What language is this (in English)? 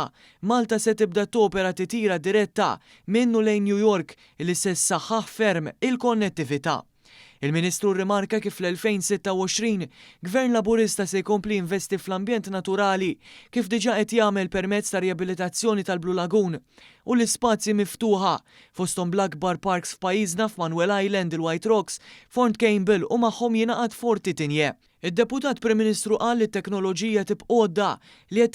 Maltese